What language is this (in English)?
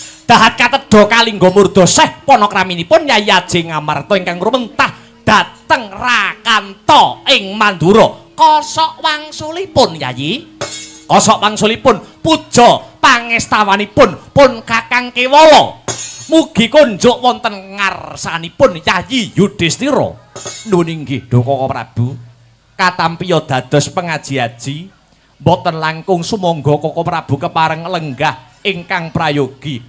Javanese